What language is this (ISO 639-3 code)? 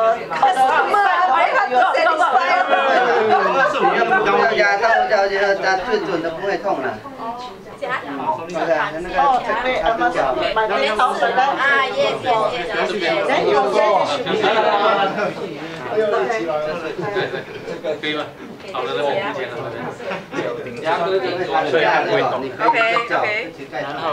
zho